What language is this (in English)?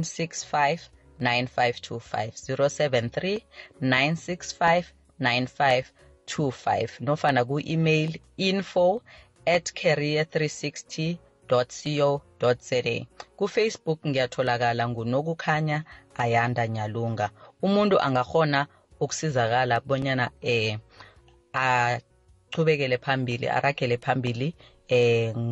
South Ndebele